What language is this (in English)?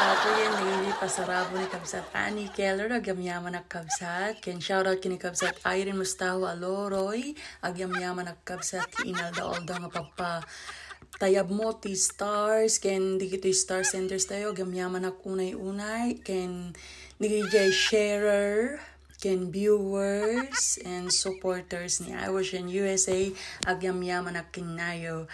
Iloko